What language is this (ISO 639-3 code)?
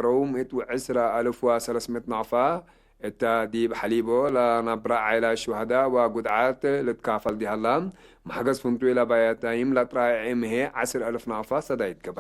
tig